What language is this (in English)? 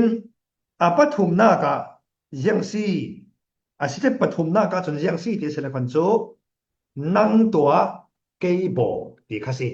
Falam Chin